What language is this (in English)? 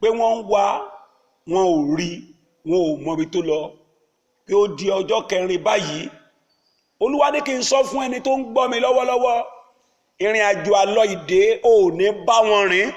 Yoruba